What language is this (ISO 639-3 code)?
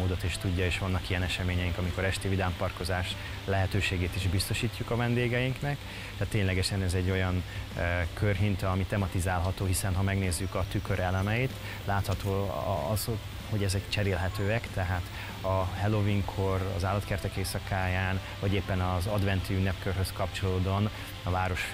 hun